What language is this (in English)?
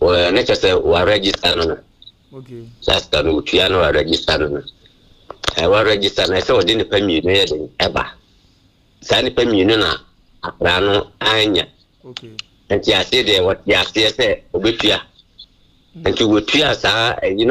Akan